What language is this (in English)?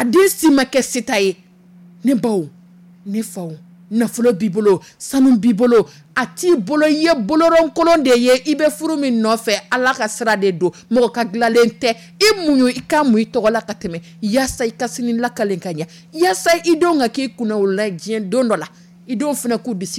Dyula